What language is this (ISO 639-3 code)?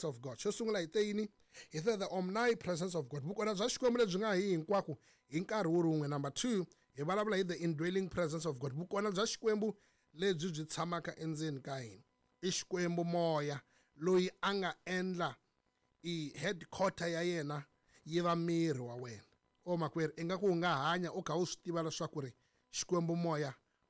tso